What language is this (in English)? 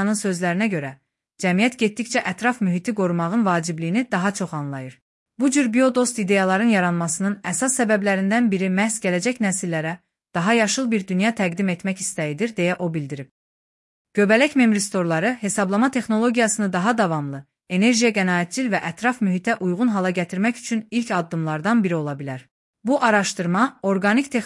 Azerbaijani